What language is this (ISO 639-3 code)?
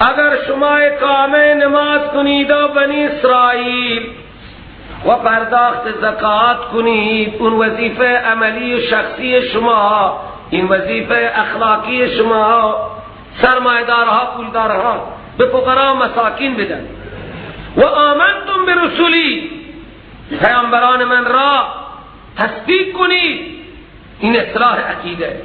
fas